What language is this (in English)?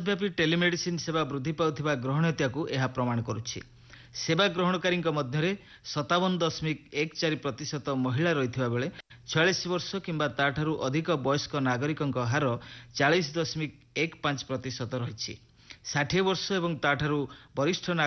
Odia